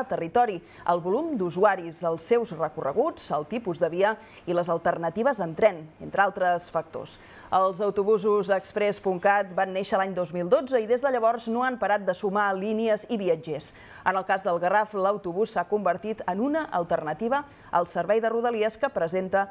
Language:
Catalan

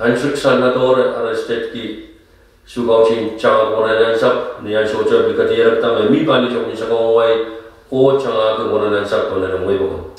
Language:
Pohnpeian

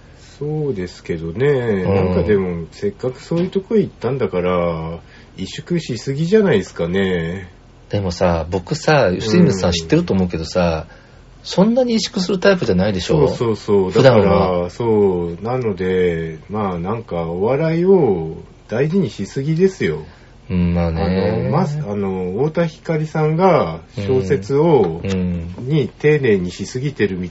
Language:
Japanese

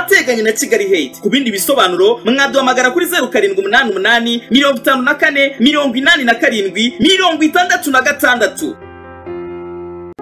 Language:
Kinyarwanda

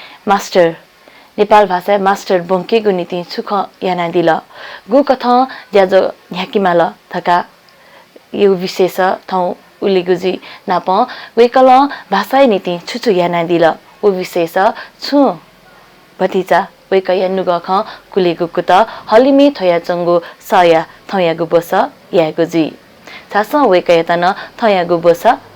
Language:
Newari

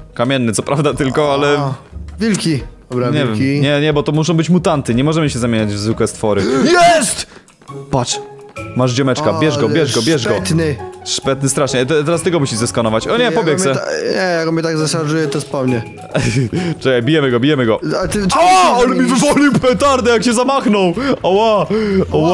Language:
Polish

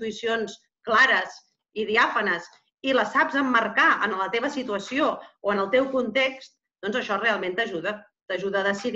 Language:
Catalan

